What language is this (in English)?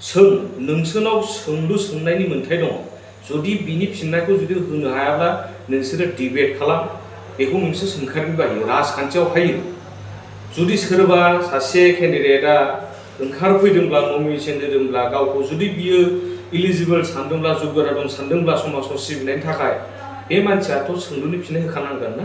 Bodo